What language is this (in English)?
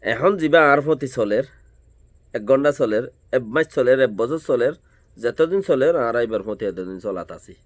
Rohingya